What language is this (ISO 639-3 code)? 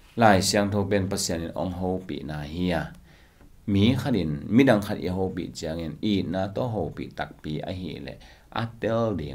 ctd